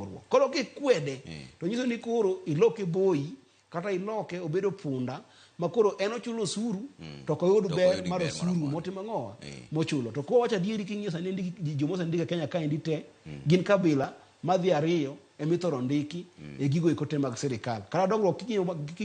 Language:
Luo (Kenya and Tanzania)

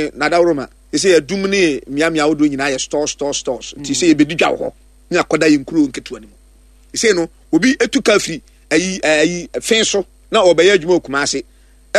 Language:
Akan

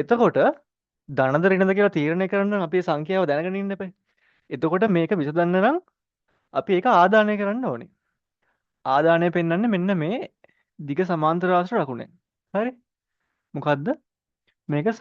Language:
Sinhala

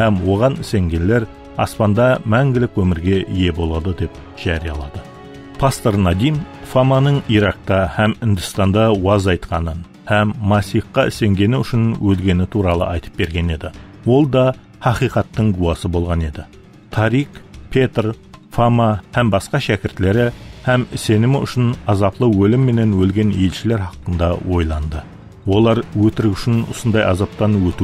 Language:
Kara-Kalpak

